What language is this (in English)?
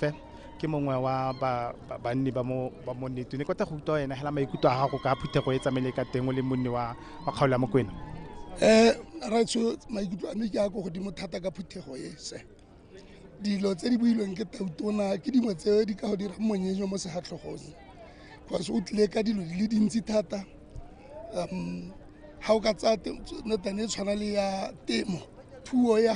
Tswana